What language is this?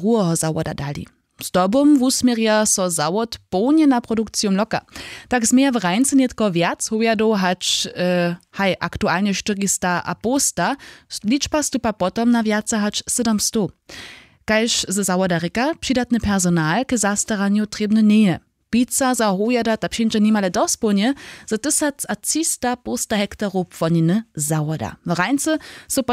Upper Sorbian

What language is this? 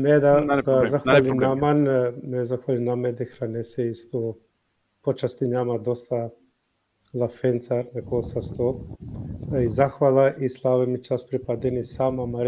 Balkan Romani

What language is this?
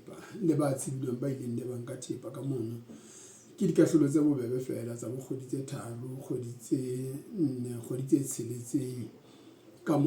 Southern Sotho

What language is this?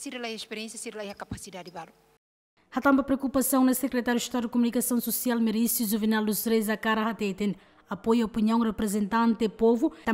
Tetum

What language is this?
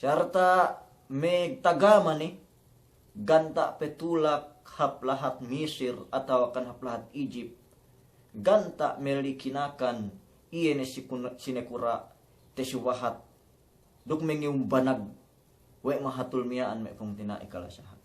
Yakan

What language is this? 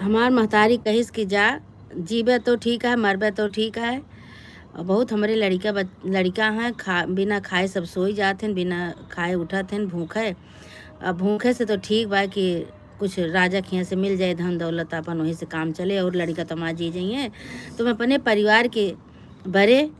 Awadhi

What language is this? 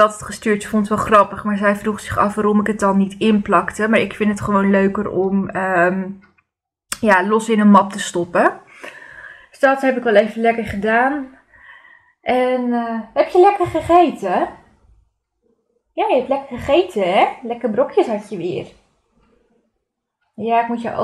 Dutch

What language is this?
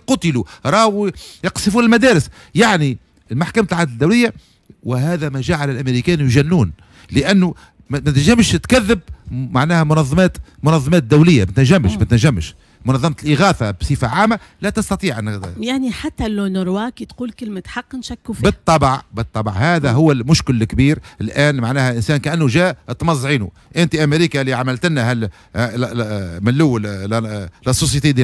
Tunisian Arabic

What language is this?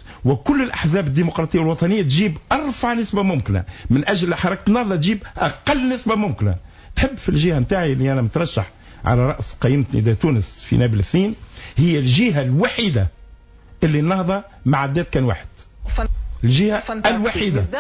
Tunisian Arabic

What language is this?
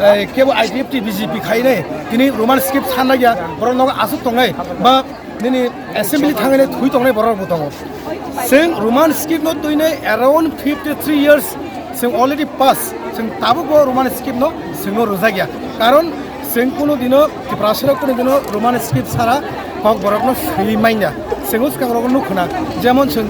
Kok Borok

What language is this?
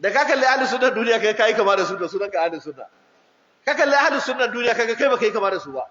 Hausa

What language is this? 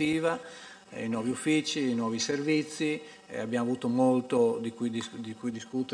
Italian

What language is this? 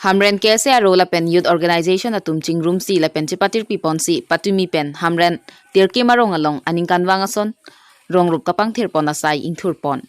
Karbi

